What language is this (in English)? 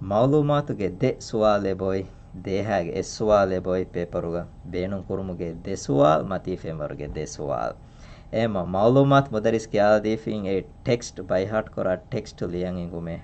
Divehi